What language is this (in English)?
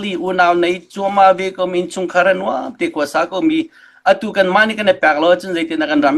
Hakha Chin